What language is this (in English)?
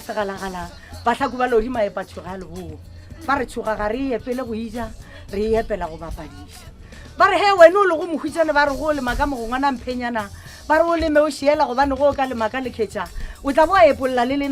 Northern Sotho